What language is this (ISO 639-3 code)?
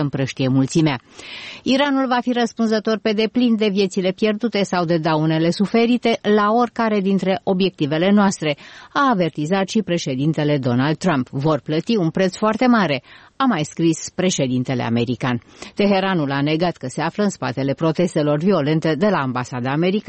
ron